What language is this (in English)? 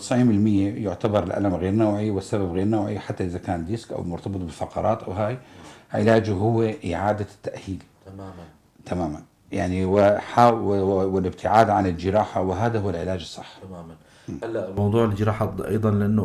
North Levantine Arabic